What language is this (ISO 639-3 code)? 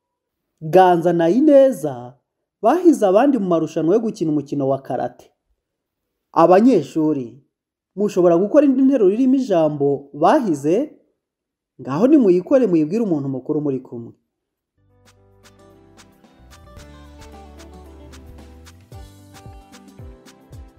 kin